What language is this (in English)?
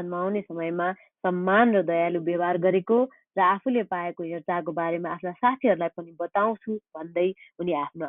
Nepali